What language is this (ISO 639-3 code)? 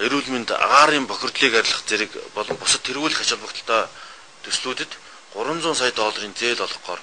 mon